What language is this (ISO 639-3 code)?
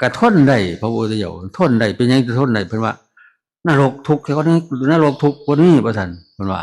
tts